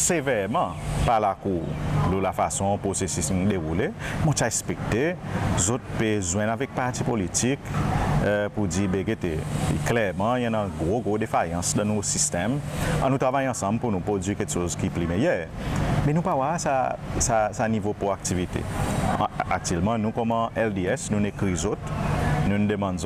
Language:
Seselwa Creole French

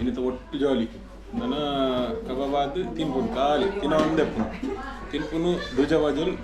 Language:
Tulu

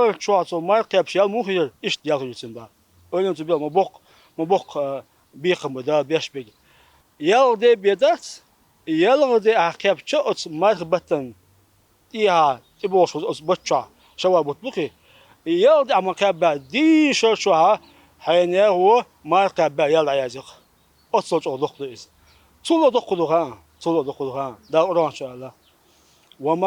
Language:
Chechen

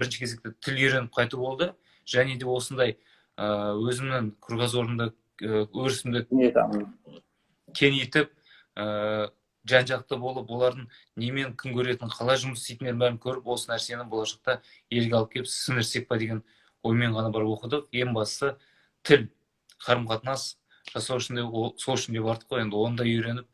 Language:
Kazakh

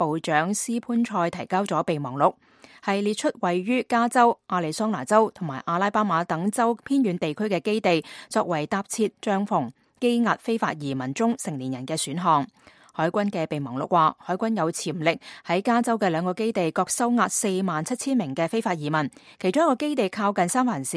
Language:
Cantonese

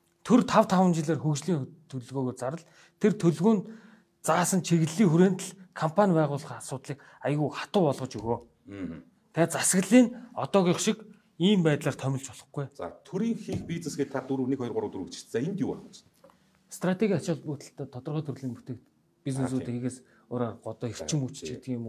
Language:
Mongolian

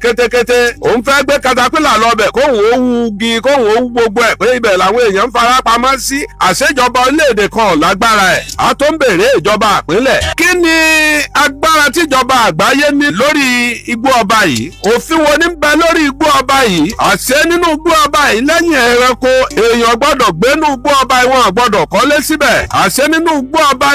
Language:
Yoruba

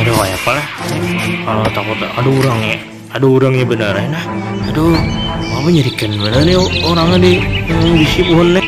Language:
Banjar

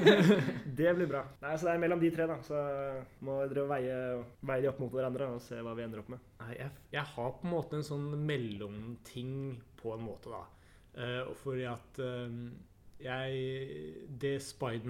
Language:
Norwegian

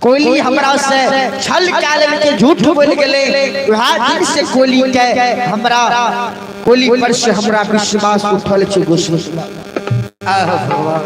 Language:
Maithili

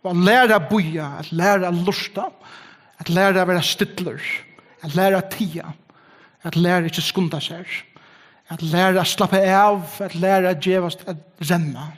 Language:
Faroese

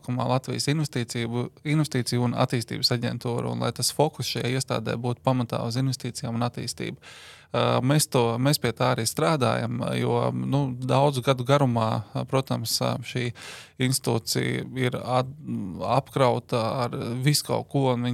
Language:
Latvian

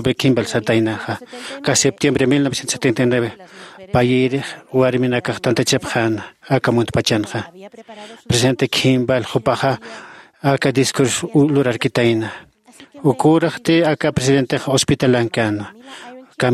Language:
Aymara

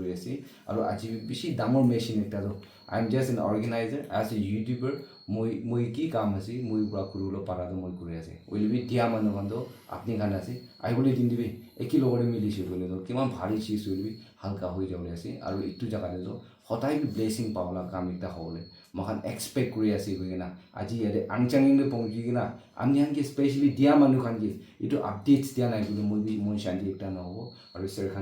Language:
Naga Pidgin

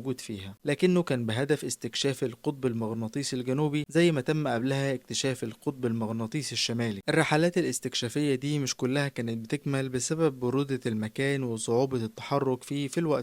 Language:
Egyptian Arabic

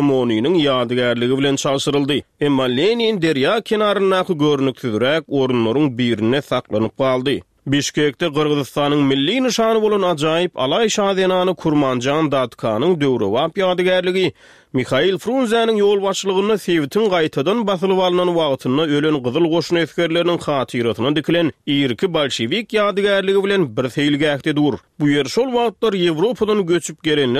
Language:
Turkmen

